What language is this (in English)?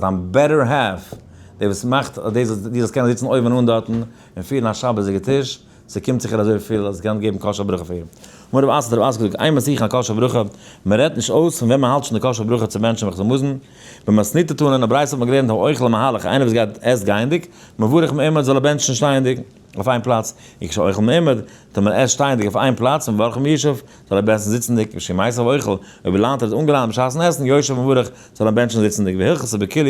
Yiddish